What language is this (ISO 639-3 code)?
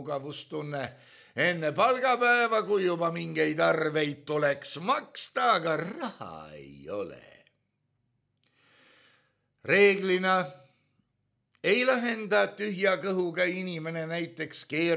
est